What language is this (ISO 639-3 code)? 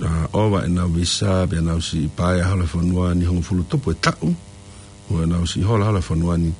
ton